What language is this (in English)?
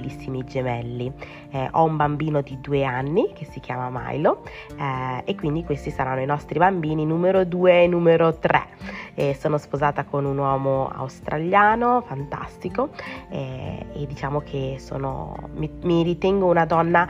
Italian